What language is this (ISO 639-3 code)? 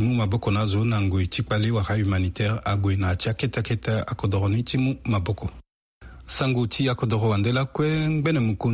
sag